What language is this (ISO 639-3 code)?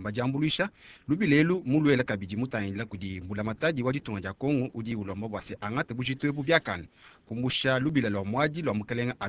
lua